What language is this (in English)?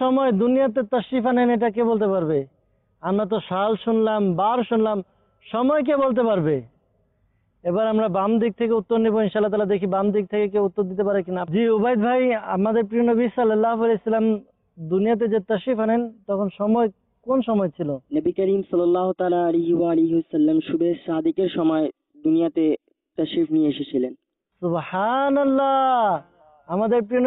Bangla